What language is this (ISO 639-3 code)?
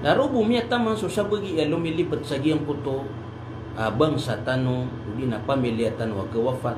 mrw